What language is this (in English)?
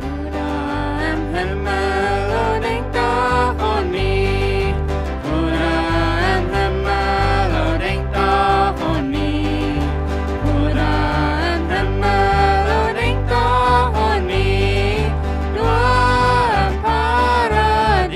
Plautdietsch